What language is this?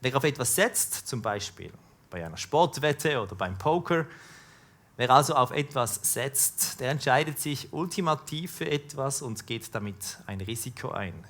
Swiss German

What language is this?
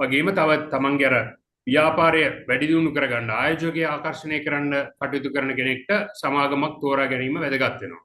Sinhala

